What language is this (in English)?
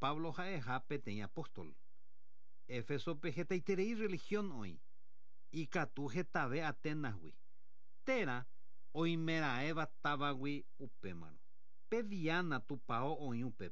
Guarani